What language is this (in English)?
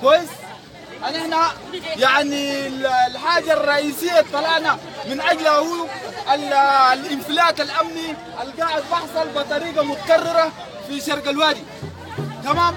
Sudanese Arabic